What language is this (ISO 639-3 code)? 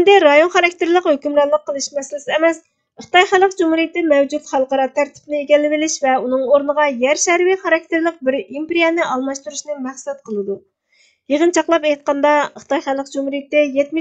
uig